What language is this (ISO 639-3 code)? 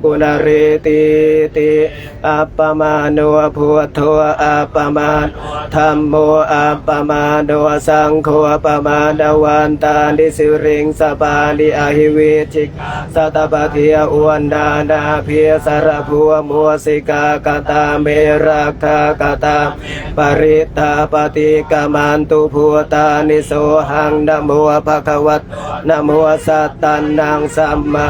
pli